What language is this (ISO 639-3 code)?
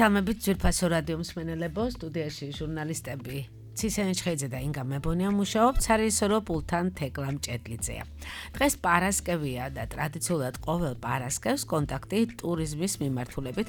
kat